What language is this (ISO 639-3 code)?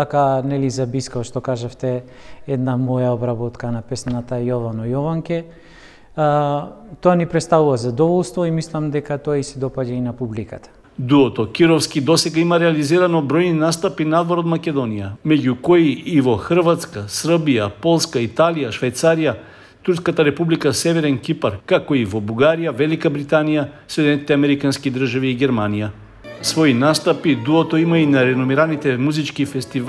mkd